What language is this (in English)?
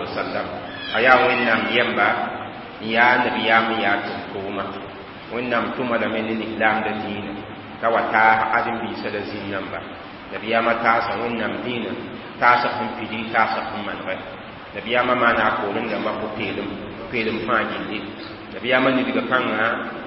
Mossi